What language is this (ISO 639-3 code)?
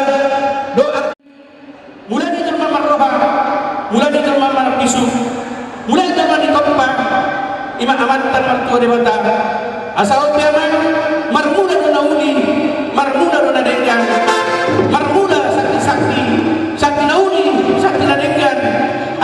bbc